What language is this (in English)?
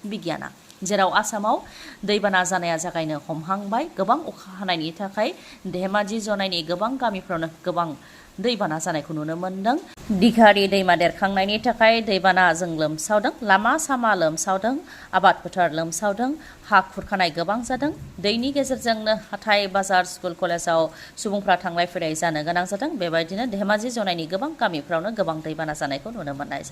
Bodo